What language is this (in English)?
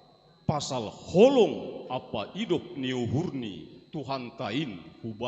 Batak Simalungun